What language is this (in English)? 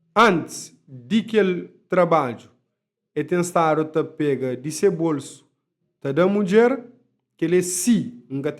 Kabuverdianu